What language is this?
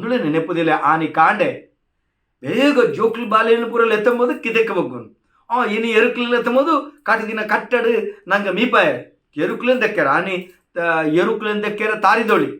Tulu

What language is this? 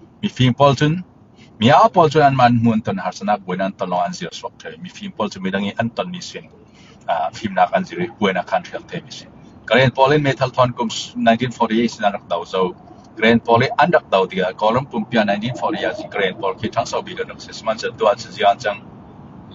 Falam Chin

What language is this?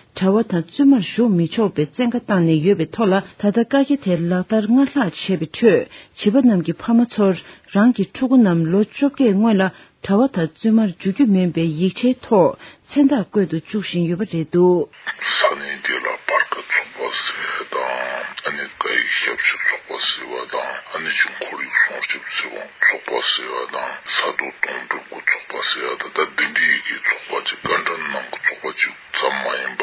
Tibetan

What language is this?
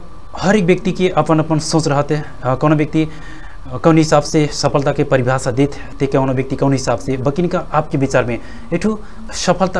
Bhojpuri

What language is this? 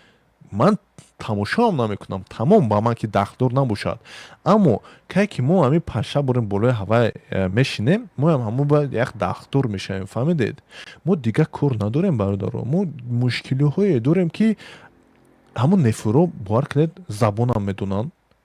Tajik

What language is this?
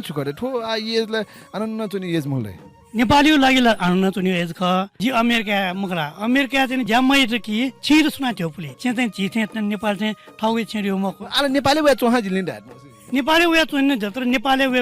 Newari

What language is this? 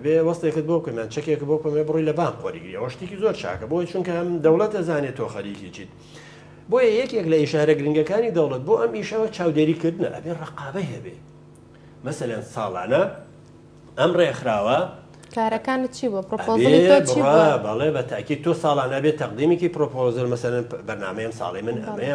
Central Kurdish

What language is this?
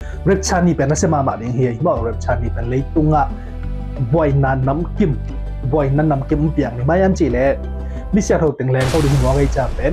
Tedim Chin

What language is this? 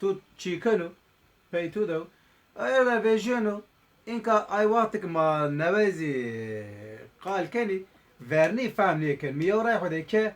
Zaza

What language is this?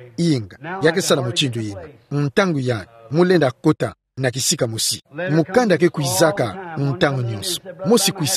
Kituba (Democratic Republic of Congo)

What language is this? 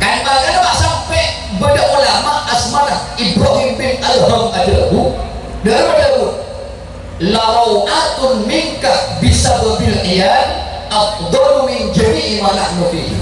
Madurese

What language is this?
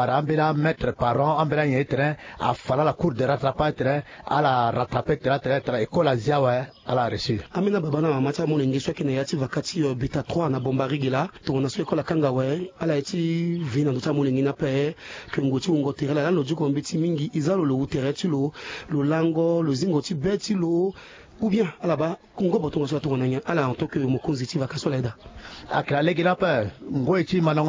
Sango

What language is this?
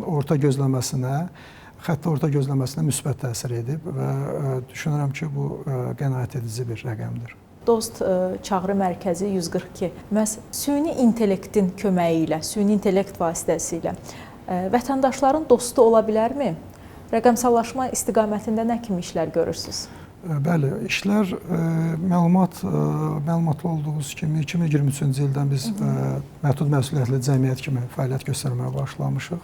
Azerbaijani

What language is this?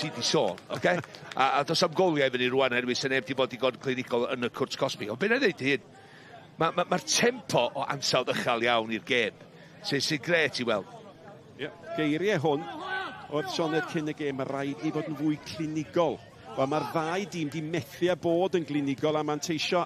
Welsh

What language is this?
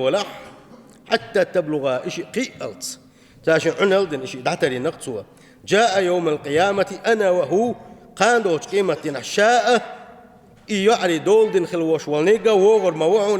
Chechen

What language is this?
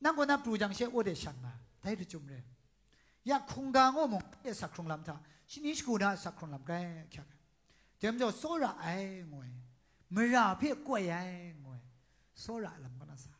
Kachin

